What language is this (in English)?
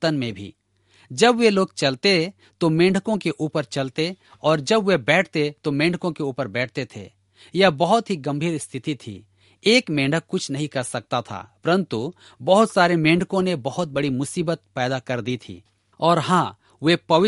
Hindi